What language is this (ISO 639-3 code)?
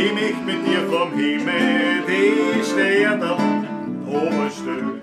bar